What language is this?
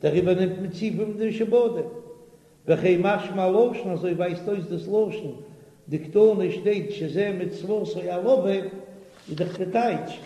Yiddish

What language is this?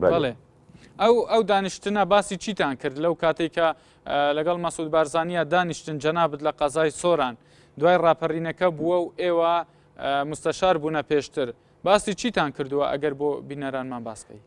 Central Kurdish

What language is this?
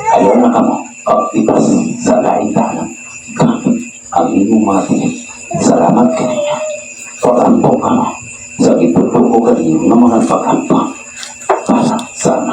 Cebuano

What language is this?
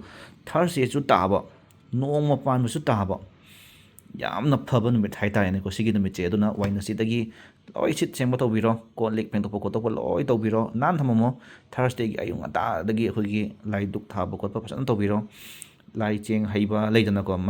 Manipuri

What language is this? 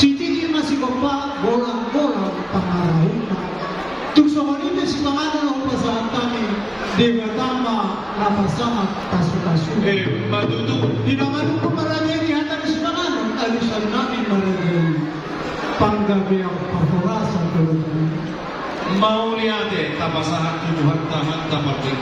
Batak Toba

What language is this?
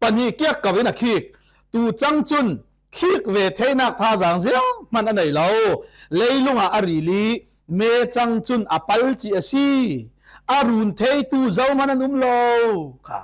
Falam Chin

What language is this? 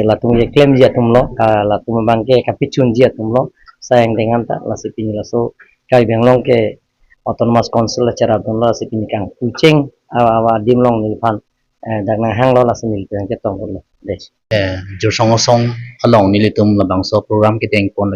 Karbi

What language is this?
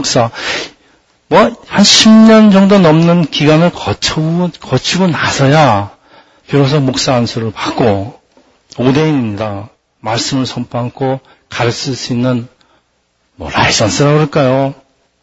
Korean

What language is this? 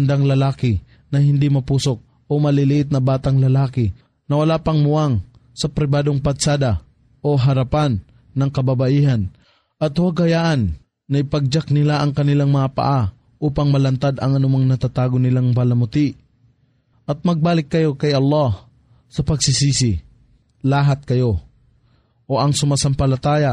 Filipino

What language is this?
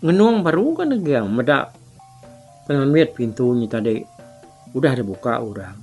Iban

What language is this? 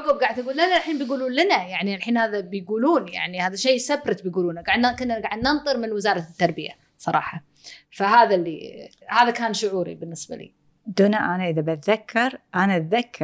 Gulf Arabic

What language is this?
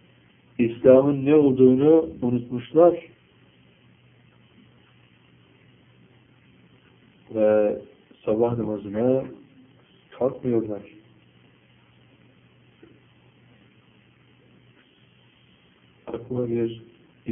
Turkish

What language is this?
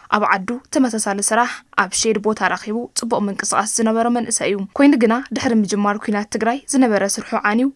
Tigrinya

